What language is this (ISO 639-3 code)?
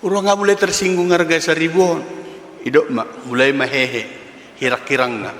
bbc